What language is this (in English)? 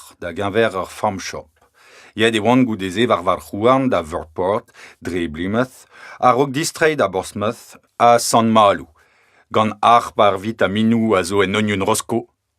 Breton